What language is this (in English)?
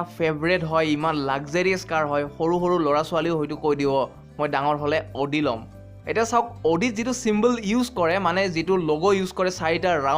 Assamese